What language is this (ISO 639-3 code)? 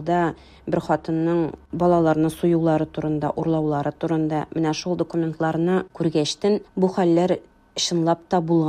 tat